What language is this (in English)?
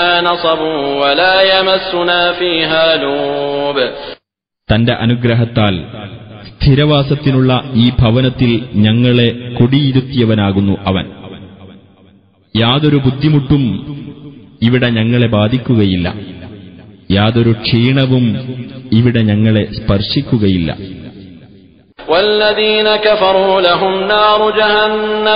Malayalam